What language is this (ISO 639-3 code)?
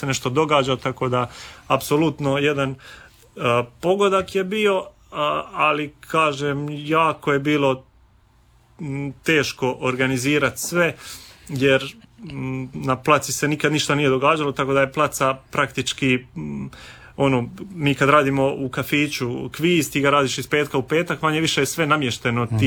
hrv